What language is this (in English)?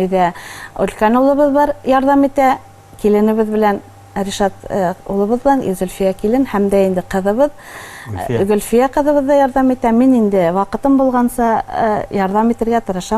Bashkir